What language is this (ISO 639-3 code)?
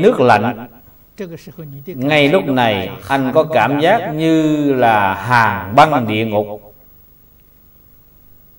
vie